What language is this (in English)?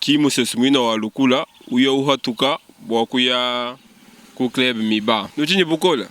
Luba-Lulua